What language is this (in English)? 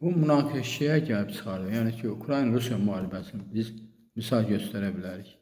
Azerbaijani